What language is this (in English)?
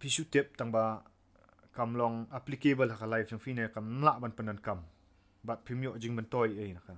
Khasi